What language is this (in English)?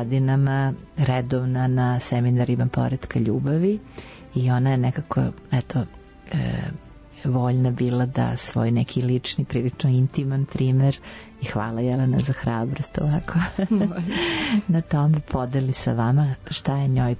Serbian